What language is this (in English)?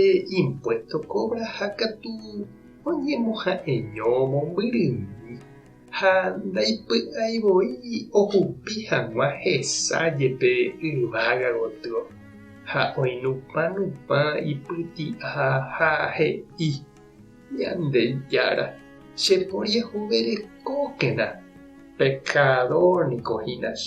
Guarani